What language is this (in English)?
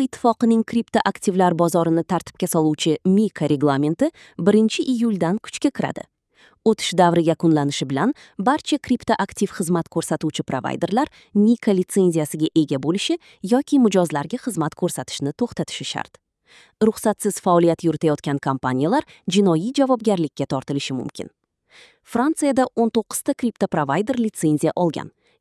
Uzbek